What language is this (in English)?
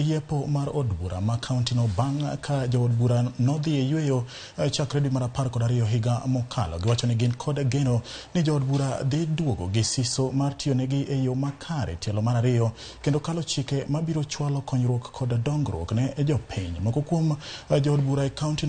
Luo (Kenya and Tanzania)